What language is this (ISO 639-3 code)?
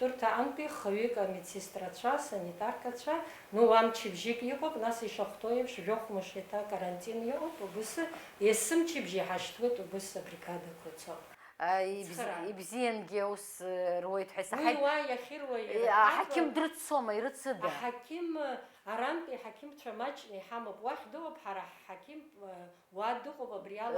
abk